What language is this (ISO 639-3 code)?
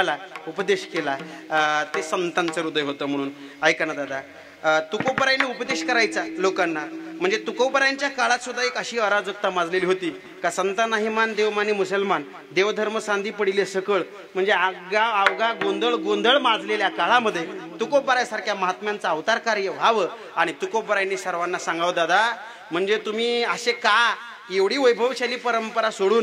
mar